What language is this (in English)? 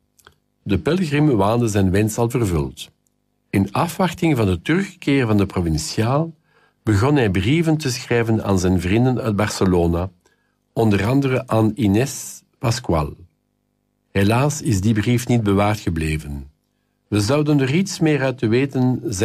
Dutch